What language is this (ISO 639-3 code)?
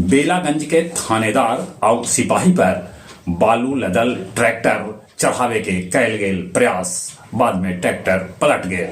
mag